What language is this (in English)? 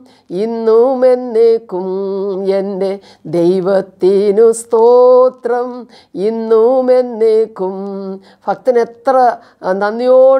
Malayalam